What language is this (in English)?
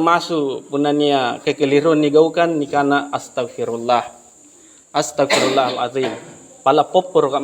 Makasar